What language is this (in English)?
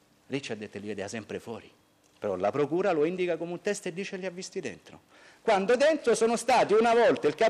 Italian